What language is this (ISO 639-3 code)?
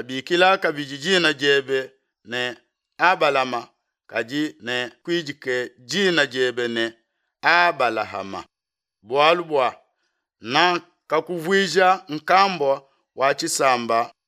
lua